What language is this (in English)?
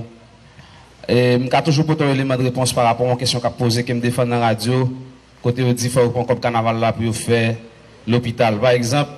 Haitian Creole